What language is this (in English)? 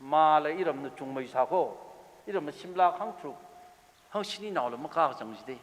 Tangkhul Naga (India)